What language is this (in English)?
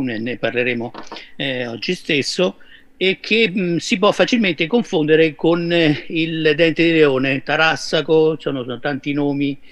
Italian